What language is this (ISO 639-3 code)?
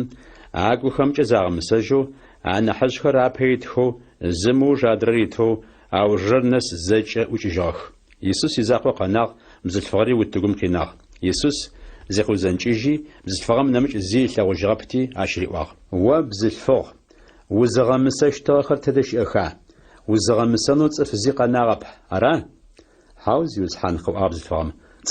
ady